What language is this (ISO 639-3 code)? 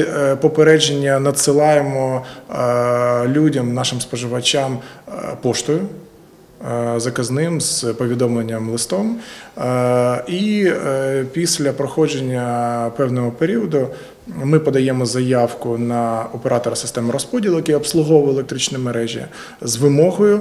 ukr